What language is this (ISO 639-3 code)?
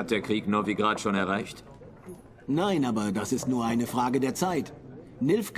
gsw